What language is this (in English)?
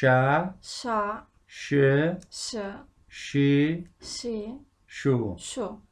Kabardian